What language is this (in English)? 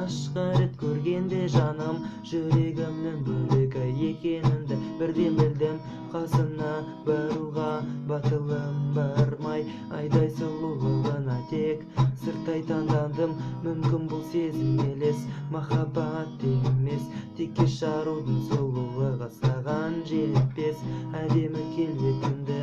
Kazakh